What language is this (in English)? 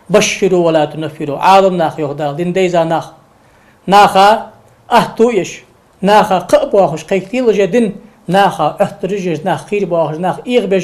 Ingush